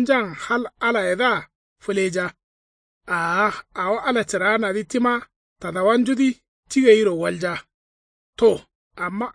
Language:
Kanuri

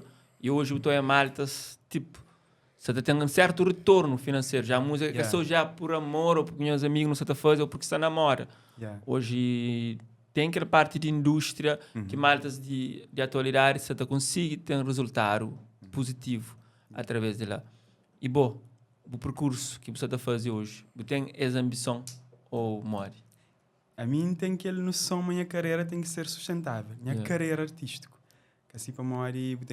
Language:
Kabuverdianu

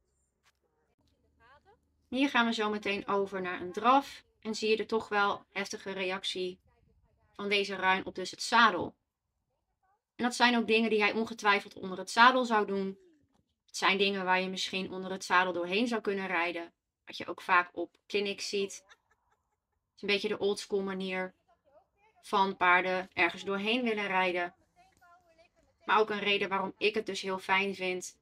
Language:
Dutch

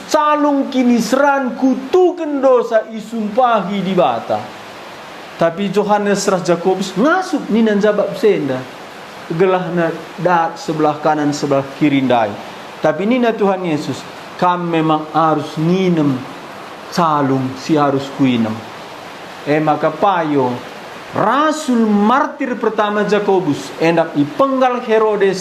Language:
Batak Karo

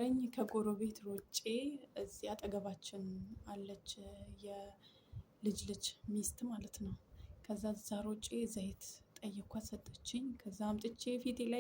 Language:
Amharic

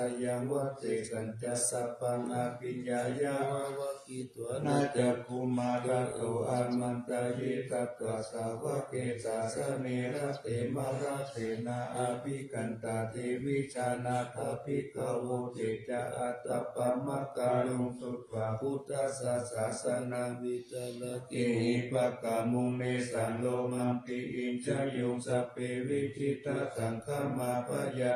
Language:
Pali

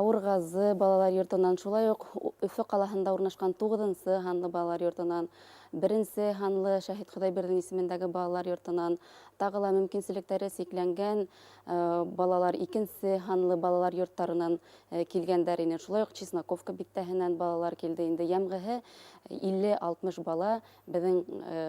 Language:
Bashkir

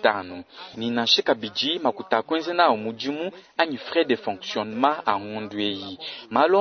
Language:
Luba-Lulua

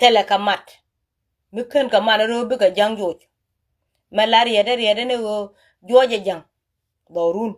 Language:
Nuer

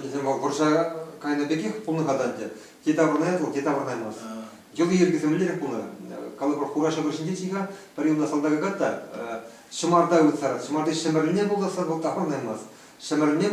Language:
Chuvash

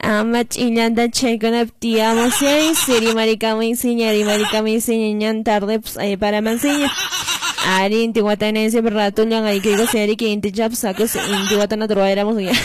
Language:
Quechua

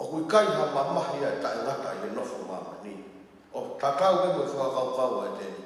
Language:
Tongan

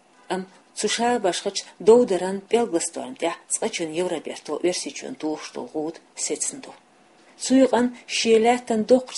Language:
Chechen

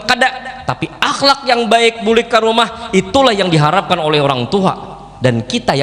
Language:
Banjar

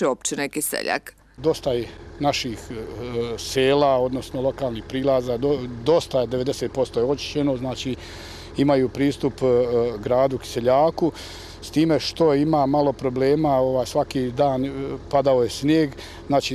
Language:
Bosnian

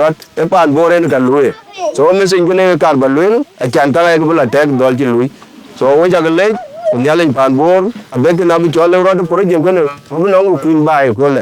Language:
Dinka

